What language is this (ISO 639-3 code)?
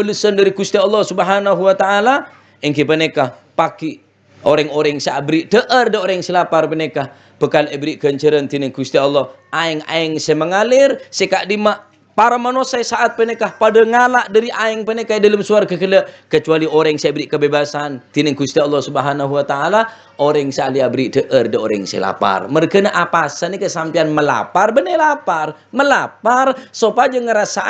mad